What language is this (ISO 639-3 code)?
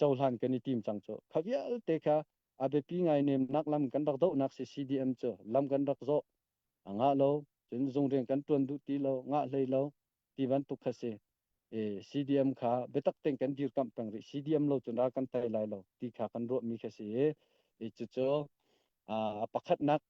cnh